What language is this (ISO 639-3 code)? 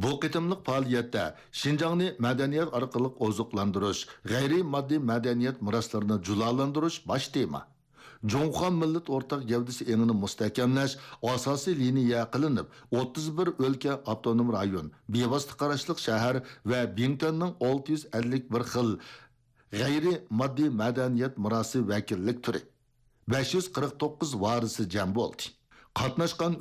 uig